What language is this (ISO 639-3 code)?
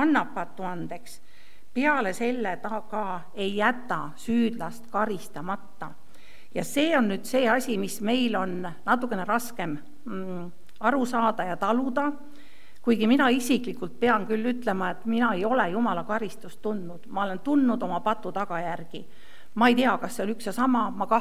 est